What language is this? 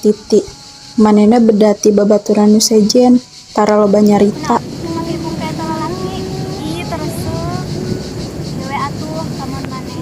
Sundanese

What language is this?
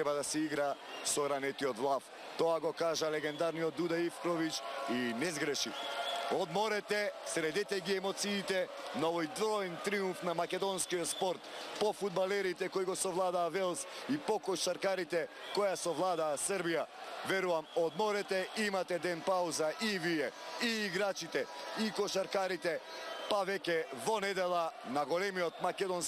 Macedonian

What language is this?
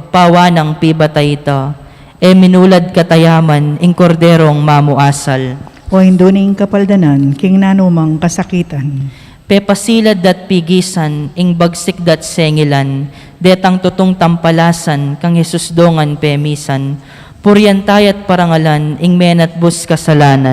Pampanga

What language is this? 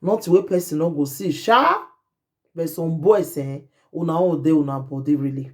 Nigerian Pidgin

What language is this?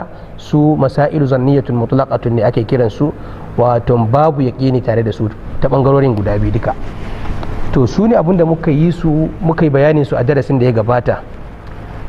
Hausa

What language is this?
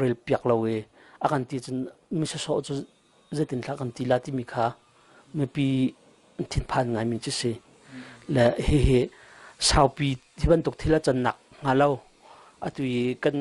Hakha Chin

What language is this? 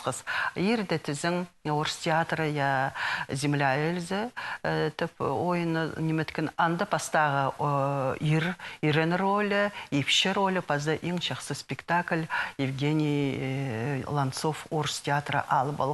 Khakas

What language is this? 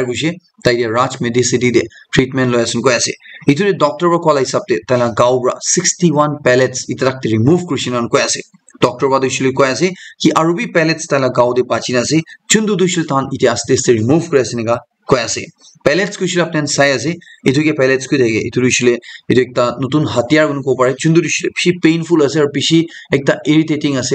Naga Pidgin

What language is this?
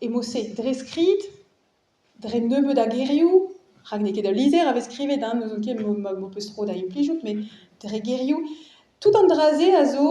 Breton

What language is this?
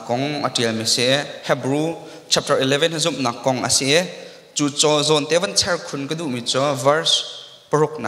Hakha Chin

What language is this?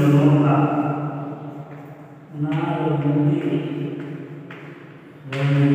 Gujarati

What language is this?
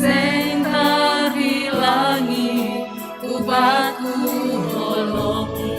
Batak Simalungun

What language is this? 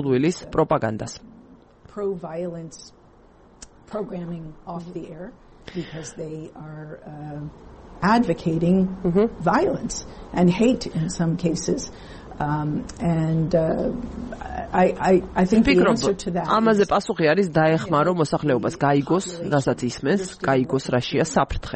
Georgian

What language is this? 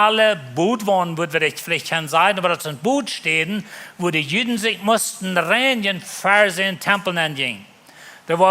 Plautdietsch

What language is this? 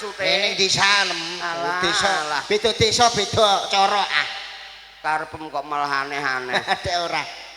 Javanese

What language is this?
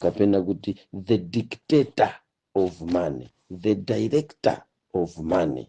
Nyanja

